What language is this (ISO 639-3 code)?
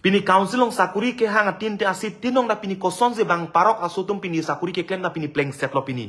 mjw